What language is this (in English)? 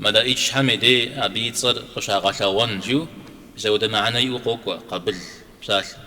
Kabardian